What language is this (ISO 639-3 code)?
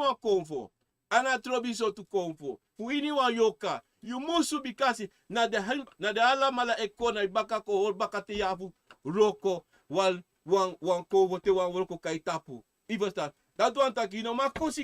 srn